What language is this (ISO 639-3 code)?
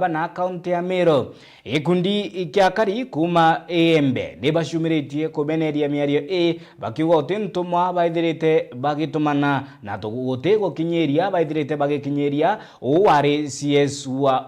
mer